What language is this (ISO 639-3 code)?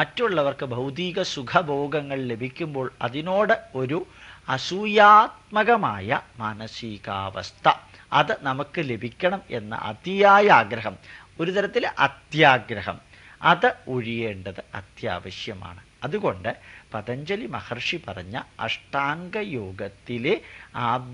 mal